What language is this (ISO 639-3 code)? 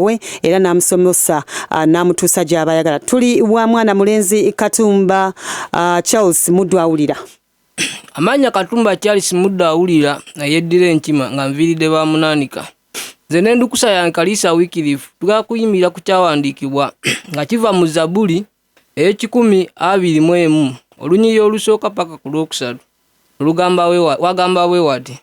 lug